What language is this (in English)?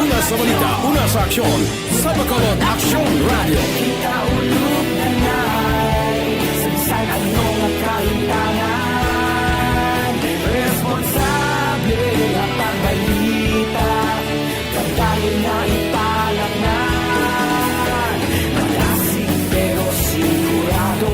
Hiligaynon